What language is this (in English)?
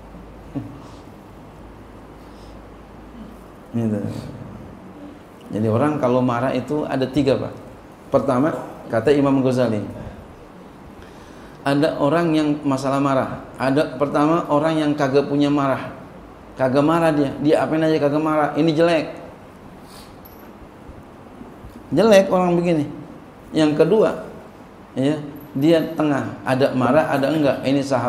Indonesian